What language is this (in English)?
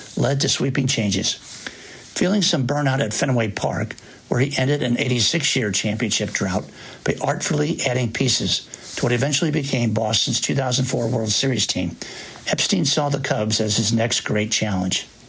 English